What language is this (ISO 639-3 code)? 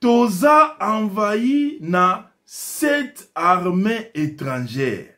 lin